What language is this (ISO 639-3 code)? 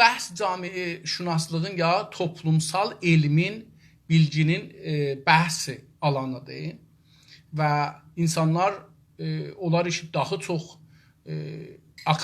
azb